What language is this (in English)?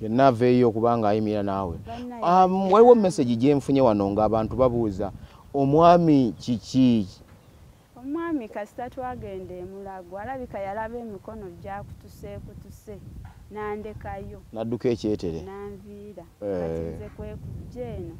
Ganda